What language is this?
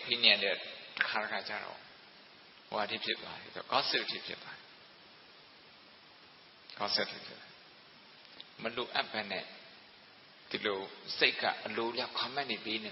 Burmese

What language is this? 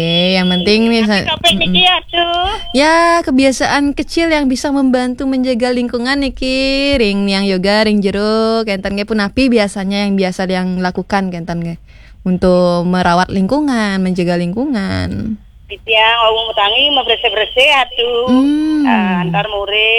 Balinese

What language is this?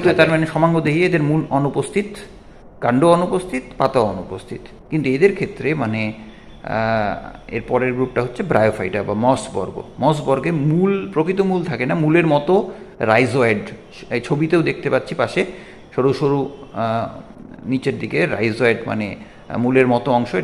Bangla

